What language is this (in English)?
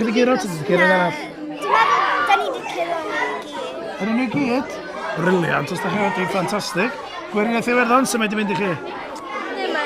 Welsh